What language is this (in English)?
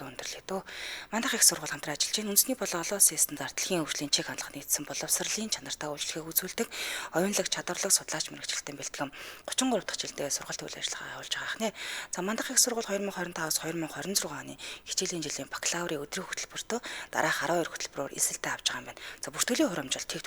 Mongolian